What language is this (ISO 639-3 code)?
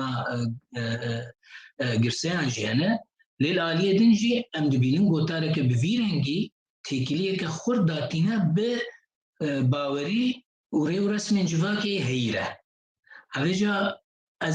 kur